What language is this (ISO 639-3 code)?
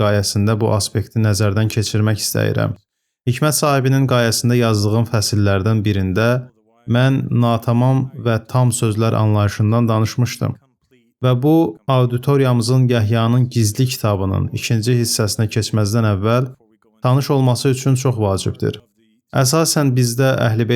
aze